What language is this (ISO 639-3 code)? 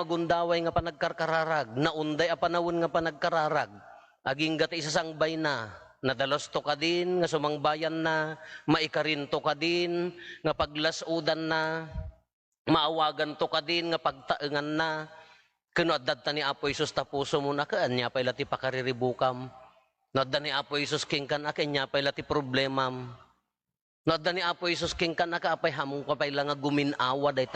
ilo